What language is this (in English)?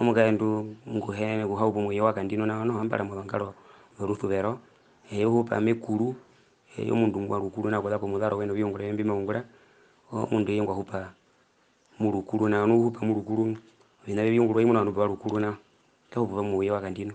Herero